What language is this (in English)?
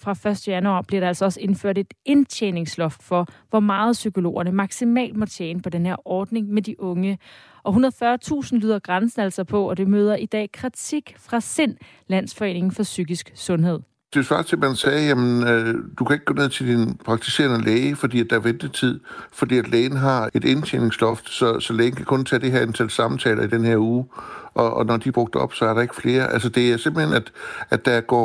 Danish